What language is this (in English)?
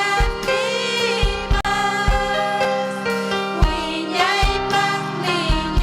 Ayacucho Quechua